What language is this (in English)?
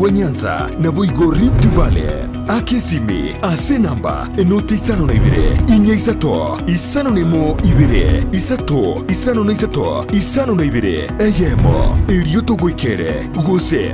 Gusii